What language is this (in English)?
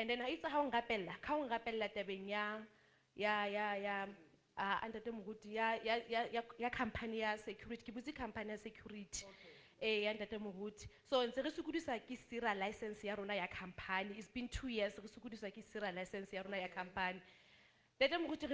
Southern Sotho